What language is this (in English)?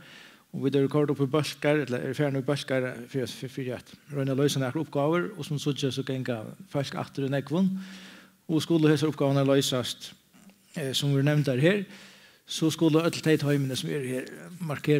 Faroese